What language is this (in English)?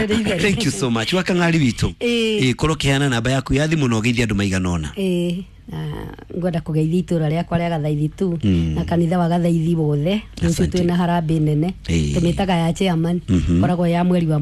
Kikuyu